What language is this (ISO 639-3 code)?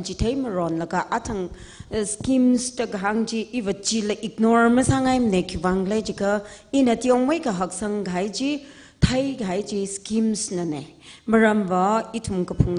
nmf